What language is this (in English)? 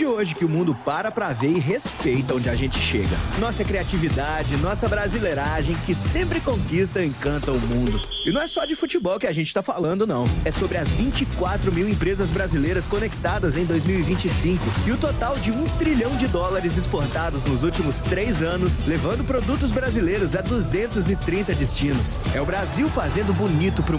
Portuguese